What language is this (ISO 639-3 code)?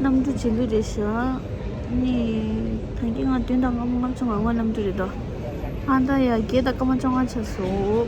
bod